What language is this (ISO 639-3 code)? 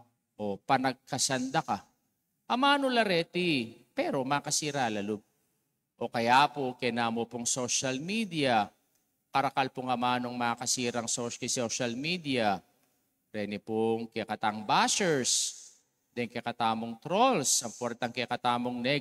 pam